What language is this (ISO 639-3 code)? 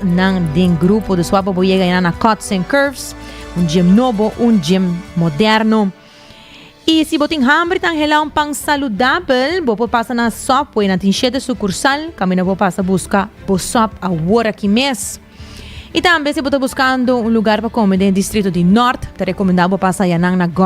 pap